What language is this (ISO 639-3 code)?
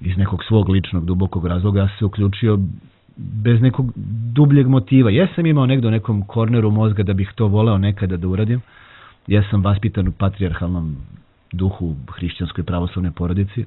srp